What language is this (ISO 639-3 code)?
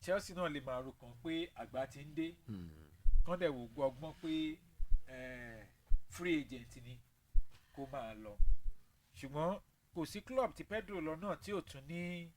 yor